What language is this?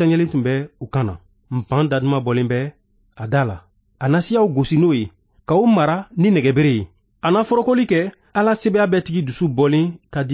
Bambara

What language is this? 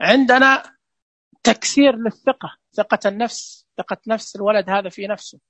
Najdi Arabic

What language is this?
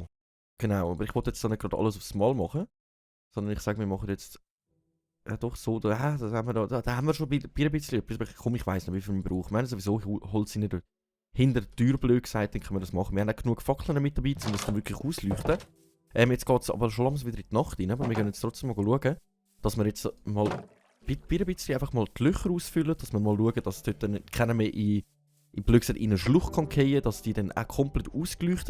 Swiss German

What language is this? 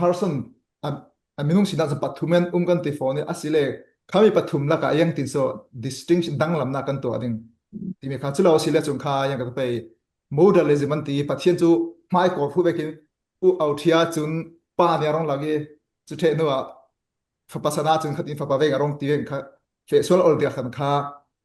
Falam Chin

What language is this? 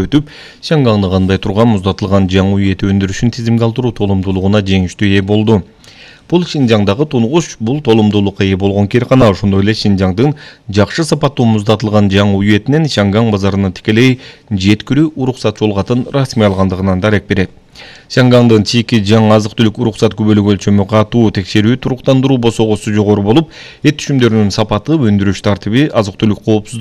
Kyrgyz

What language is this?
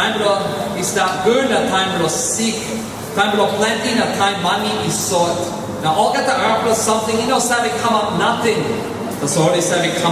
Tok Pisin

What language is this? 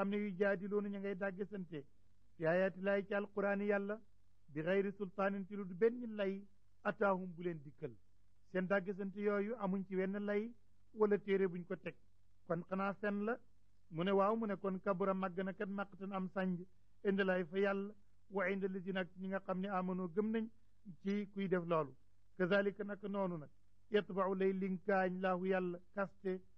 Wolof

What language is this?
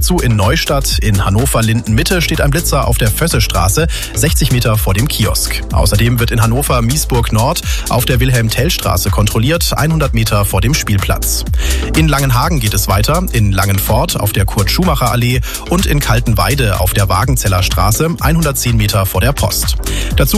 German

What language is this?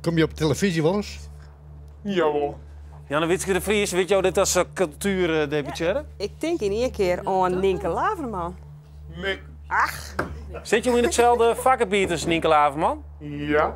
Western Frisian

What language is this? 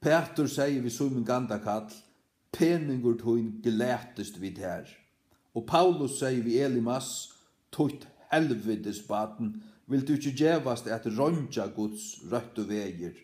Faroese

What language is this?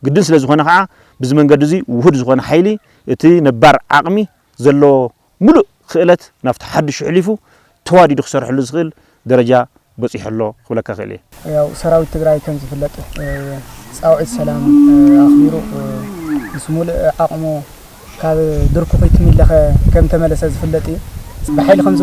Tigrinya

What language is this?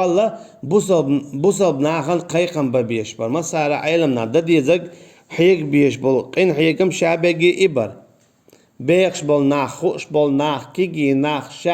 Chechen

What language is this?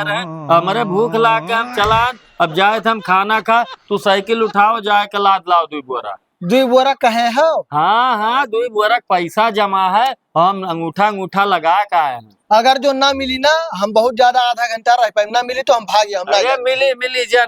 Awadhi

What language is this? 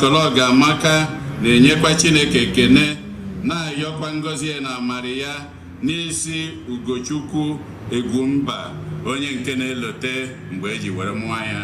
Igbo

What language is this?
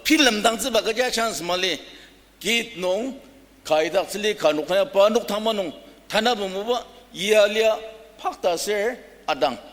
Ao Naga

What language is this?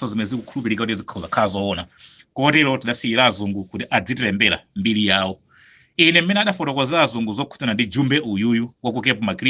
Nyanja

